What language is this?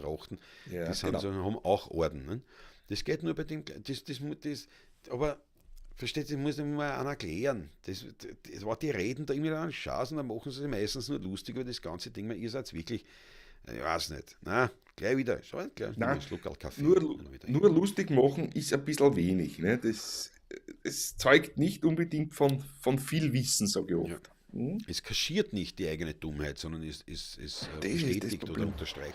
Bavarian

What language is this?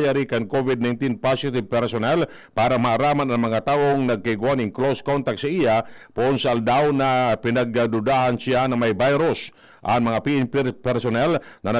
Bikol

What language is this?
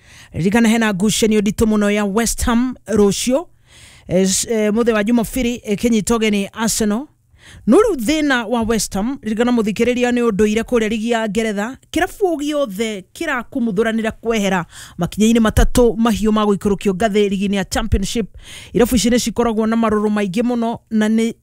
Kikuyu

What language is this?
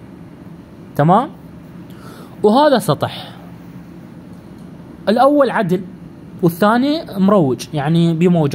Mesopotamian Arabic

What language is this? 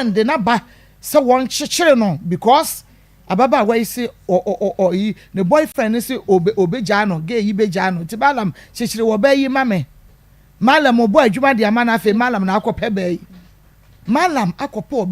Akan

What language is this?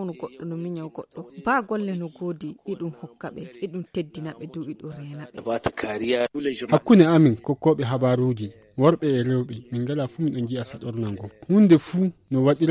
Fula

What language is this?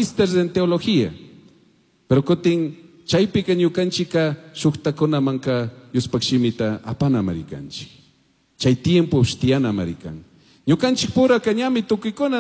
Chimborazo Highland Quichua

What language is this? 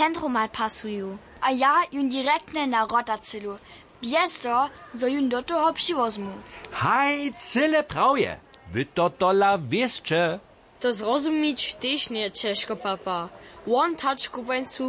Upper Sorbian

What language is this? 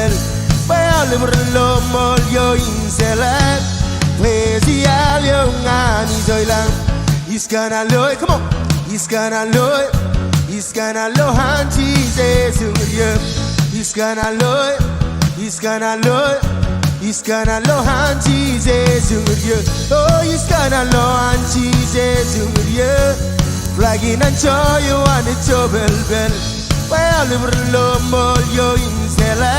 Marshallese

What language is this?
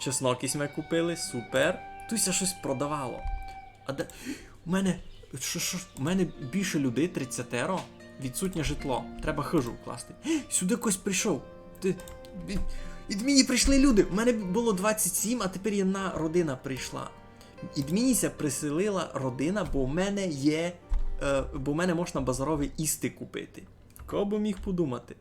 Rusyn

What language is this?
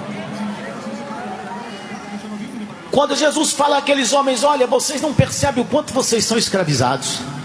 Portuguese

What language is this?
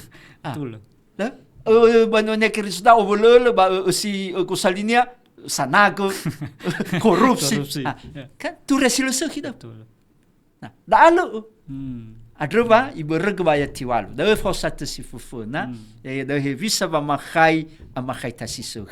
Nias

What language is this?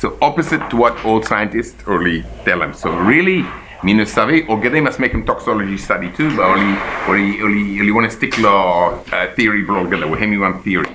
Bislama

